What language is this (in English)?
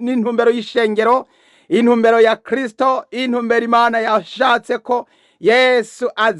Rundi